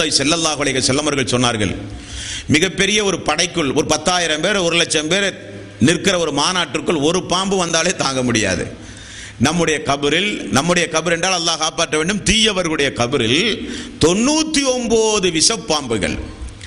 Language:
Tamil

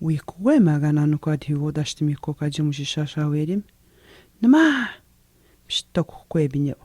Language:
Atikamekw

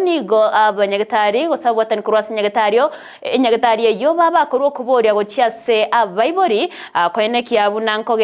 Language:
Gusii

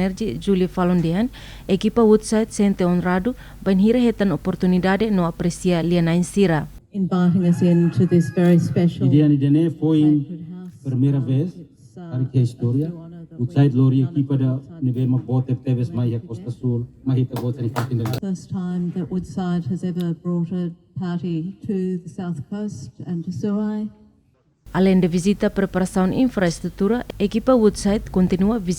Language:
Tetum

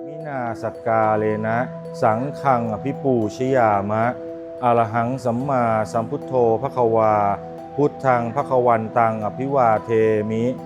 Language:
Pali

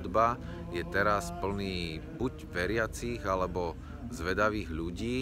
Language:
Slovak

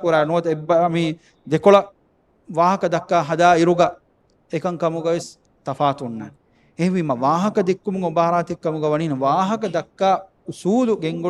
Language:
Divehi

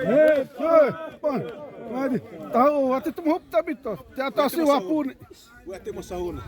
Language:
Xavánte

